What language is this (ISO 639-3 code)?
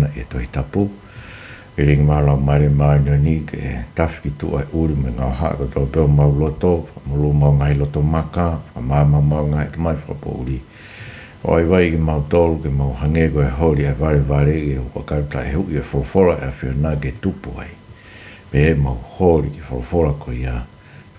ton